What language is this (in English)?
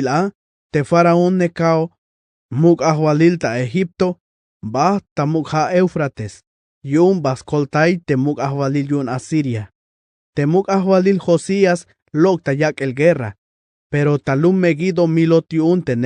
Tzeltal